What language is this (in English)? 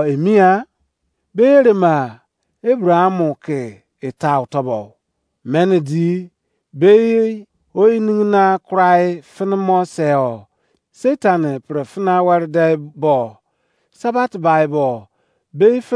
Izon